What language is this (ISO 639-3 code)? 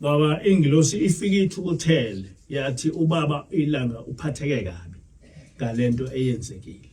zul